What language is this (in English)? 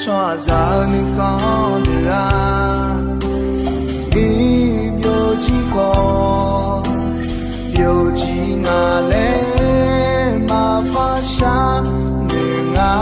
Akha